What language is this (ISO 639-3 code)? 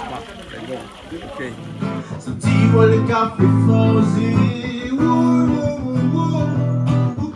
rcf